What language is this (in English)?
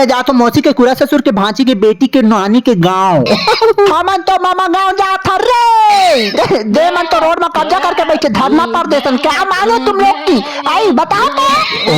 Chhattisgarhi